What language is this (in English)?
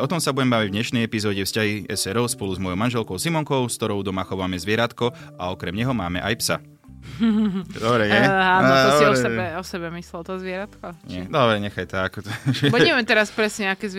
Slovak